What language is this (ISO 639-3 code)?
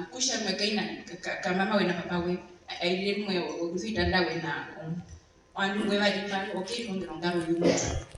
her